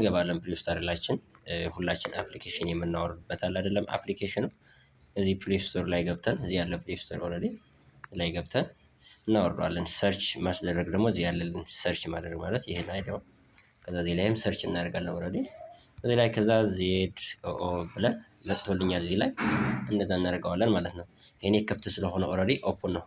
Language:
Amharic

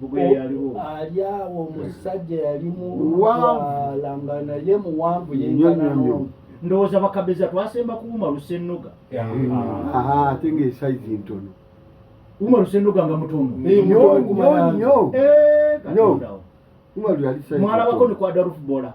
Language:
Ganda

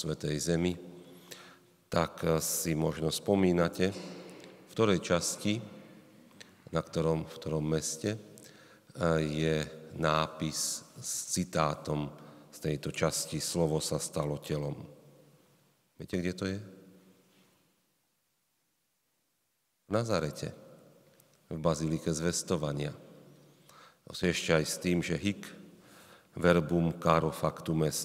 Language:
Slovak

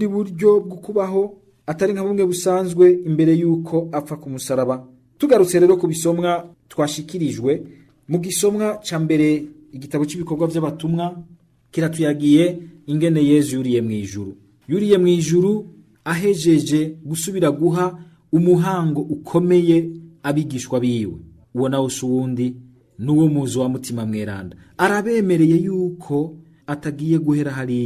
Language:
Rundi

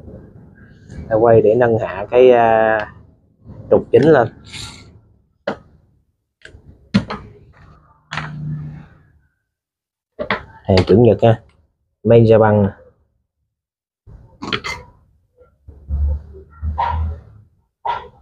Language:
Vietnamese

